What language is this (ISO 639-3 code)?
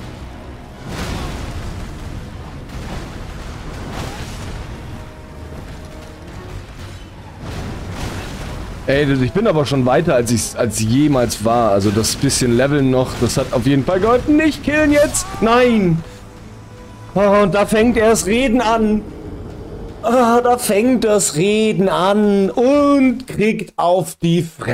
deu